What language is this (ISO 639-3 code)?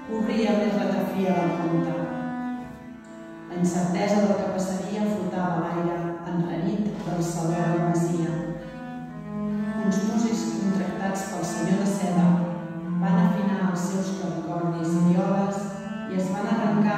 cat